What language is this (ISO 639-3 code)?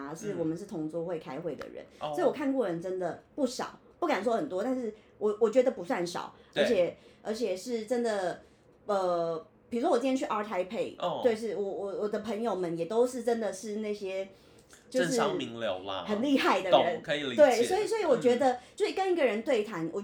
zho